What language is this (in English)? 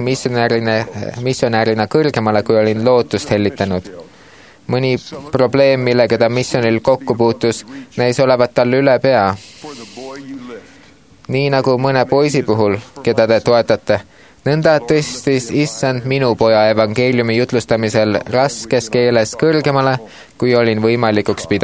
Estonian